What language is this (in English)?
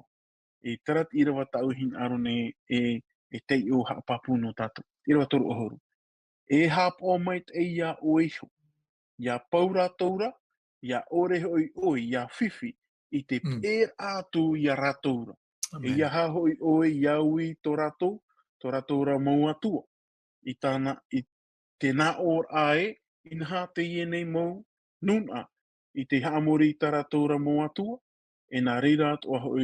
Tahitian